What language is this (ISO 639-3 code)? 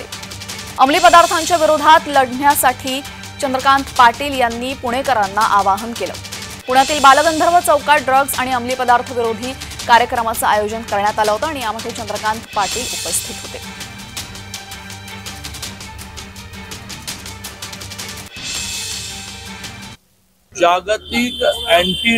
mar